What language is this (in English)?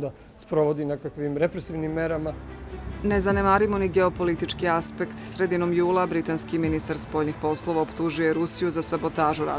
Serbian